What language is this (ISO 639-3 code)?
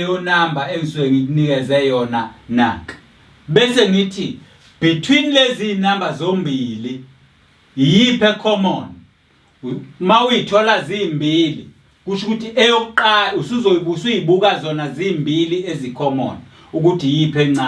zul